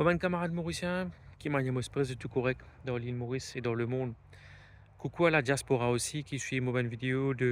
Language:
Morisyen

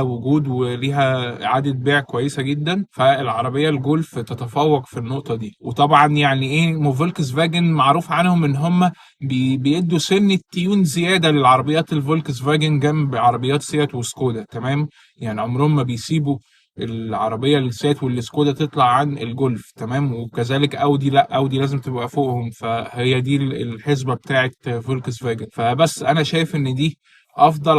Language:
Egyptian Arabic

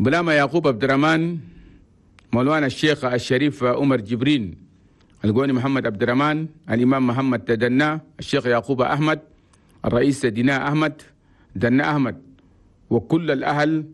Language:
Chadian Arabic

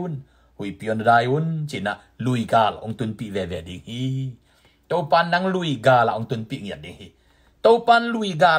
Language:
Tedim Chin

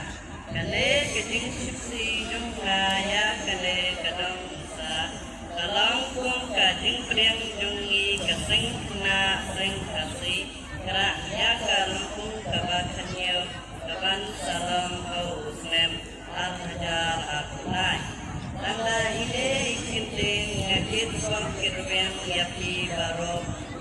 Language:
Khasi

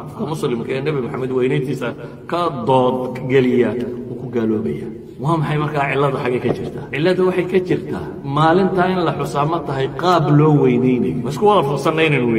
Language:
Somali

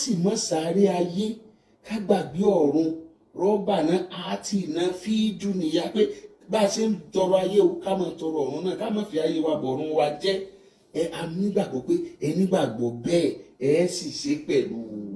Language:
Yoruba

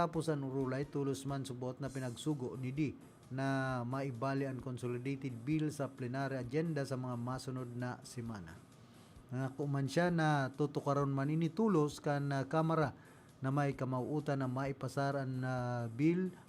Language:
Bikol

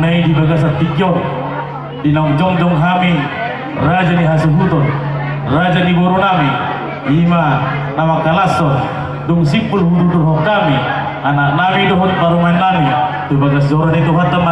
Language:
Batak Toba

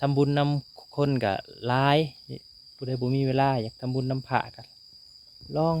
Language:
Lao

